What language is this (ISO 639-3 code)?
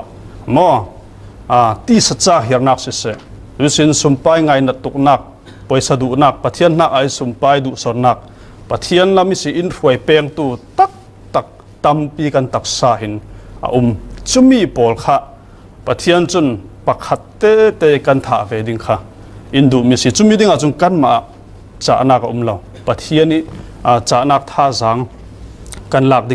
cfm